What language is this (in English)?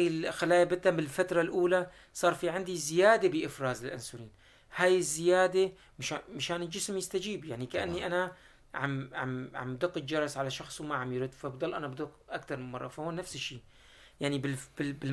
North Levantine Arabic